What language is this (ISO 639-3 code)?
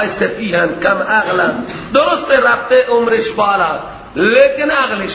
fas